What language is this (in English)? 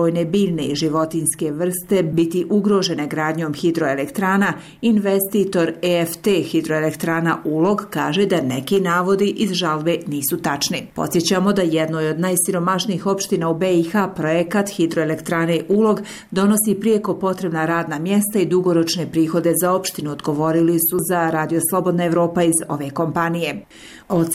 Bosnian